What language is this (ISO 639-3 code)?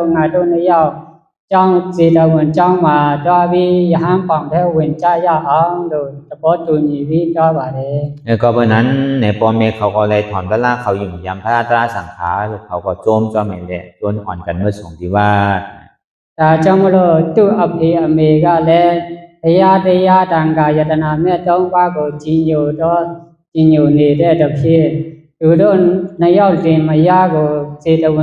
shn